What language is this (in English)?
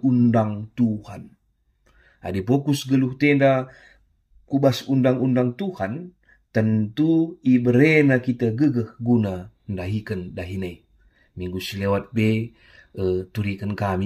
Batak Karo